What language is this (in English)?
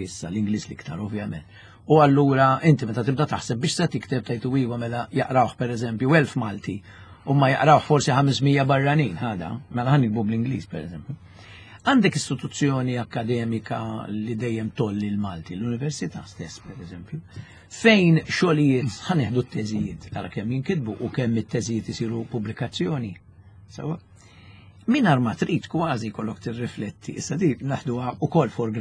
Maltese